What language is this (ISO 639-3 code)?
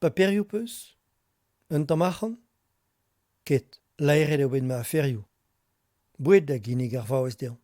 bre